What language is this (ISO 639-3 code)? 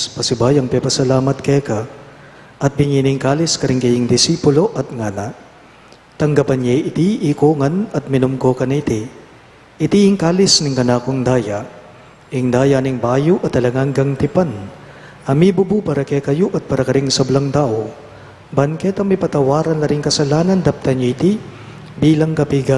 pam